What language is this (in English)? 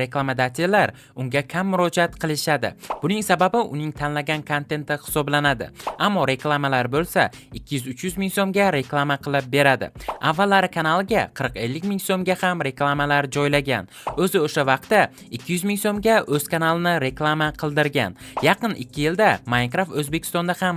Uzbek